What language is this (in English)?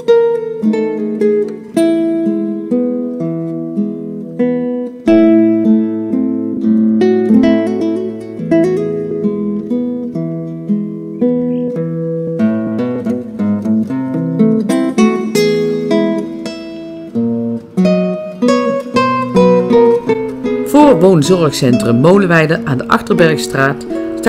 Dutch